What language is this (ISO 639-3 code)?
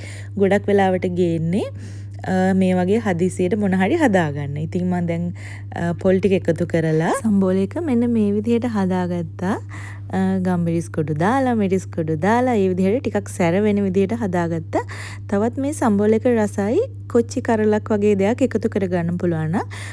sin